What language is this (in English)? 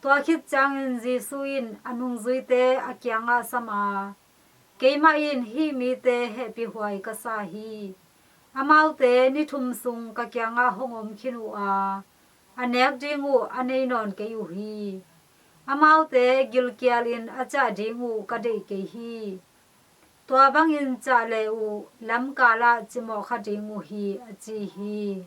Tedim Chin